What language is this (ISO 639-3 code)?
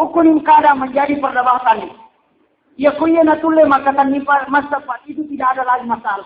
bug